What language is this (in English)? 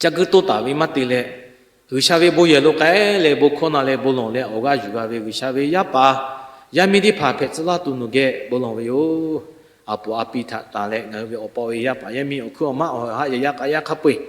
Lahu